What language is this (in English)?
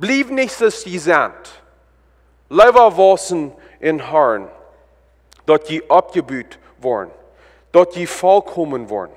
Plautdietsch